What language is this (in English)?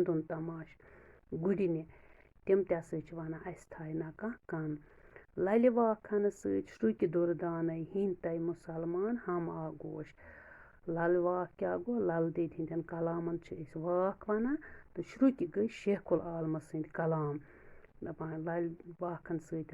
Kashmiri